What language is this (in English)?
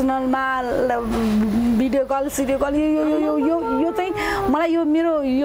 Nepali